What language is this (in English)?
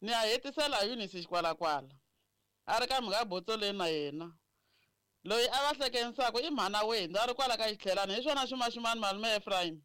Tsonga